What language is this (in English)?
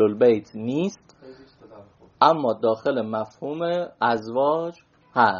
Persian